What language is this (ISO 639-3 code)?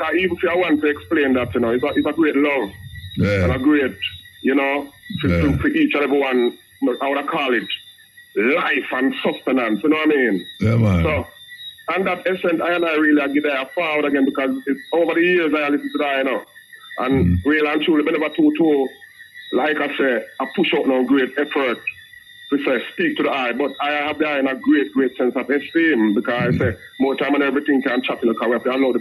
jam